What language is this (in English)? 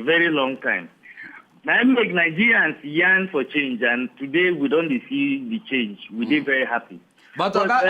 Nigerian Pidgin